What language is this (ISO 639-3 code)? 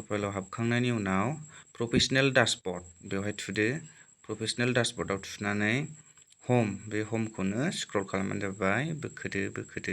brx